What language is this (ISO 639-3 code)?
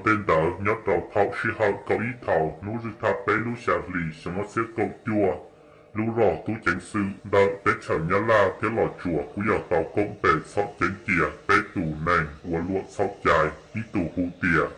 hmn